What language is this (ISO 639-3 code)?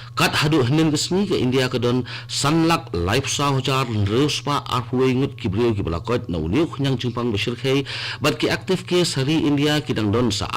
kha